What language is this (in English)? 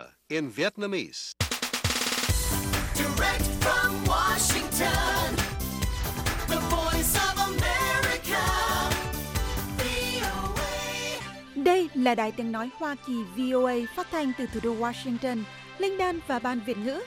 Vietnamese